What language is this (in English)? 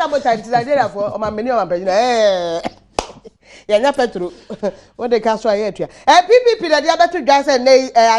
Akan